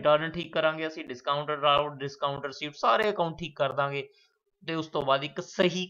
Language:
Punjabi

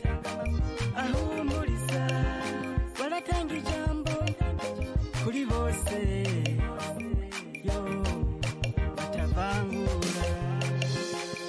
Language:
Kinyarwanda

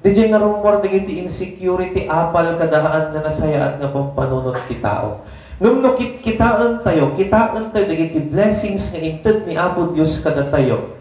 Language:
Iloko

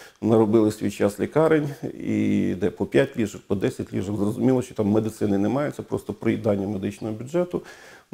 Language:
Ukrainian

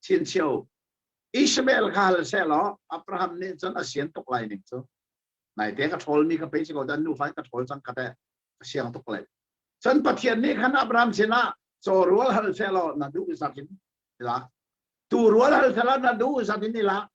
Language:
Hakha Chin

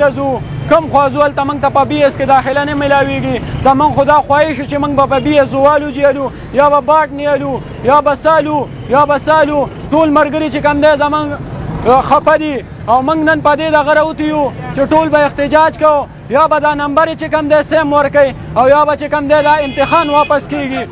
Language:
Pashto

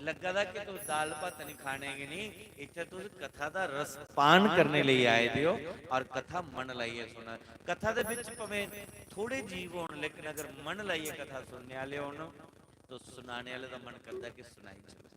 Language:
Dogri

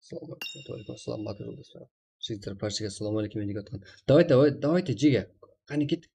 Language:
Kara-Kalpak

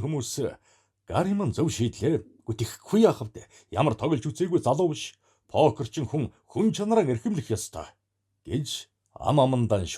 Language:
Mongolian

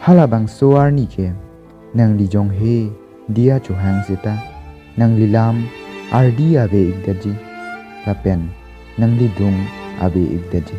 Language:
Karbi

